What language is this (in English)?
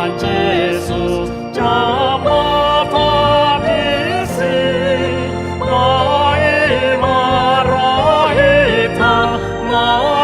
Batak Toba